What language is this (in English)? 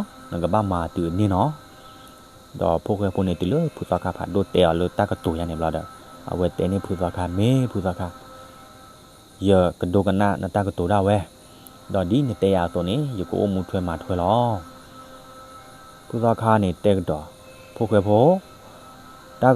S'gaw Karen